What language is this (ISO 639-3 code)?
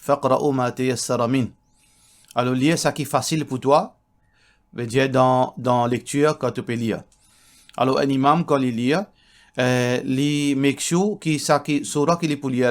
mfe